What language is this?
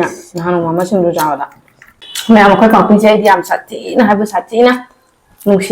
Manipuri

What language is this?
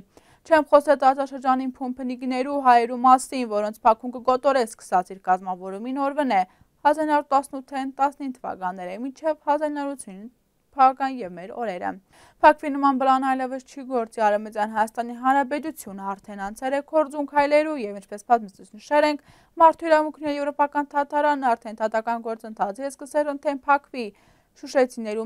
Armenian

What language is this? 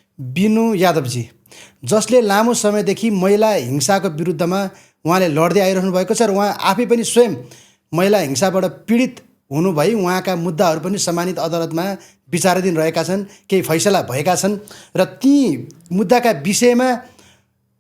Nepali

